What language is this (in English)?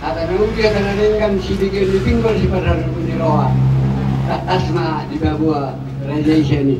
Batak Toba